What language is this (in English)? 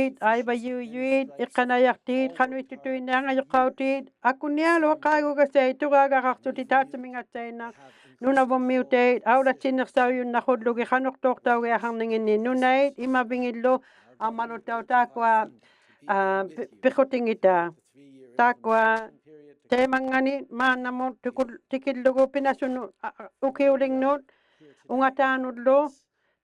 Inuktitut